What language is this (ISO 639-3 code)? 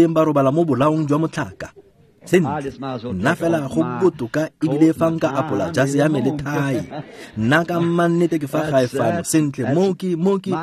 tsn